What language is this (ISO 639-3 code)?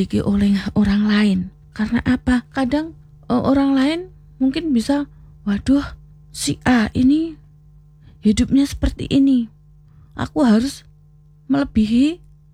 ind